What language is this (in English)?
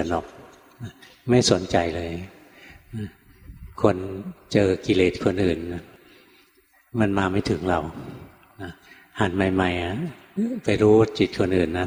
Thai